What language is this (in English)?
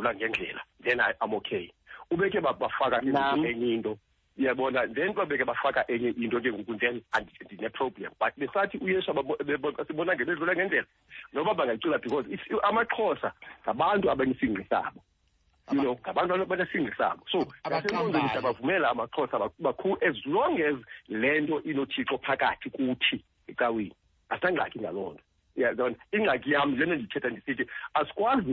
Xhosa